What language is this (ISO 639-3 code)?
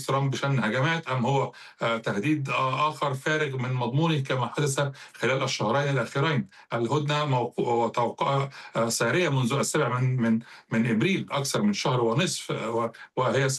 ara